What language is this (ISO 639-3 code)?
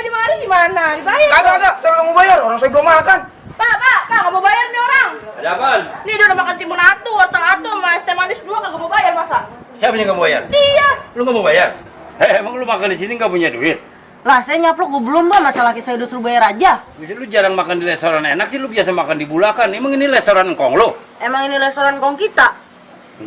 bew